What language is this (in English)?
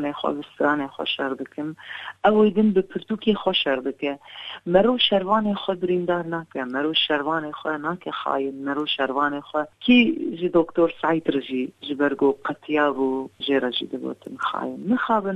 Kurdish